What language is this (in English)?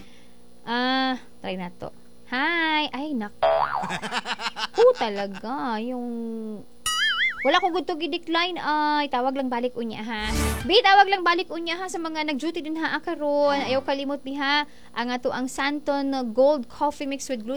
Cebuano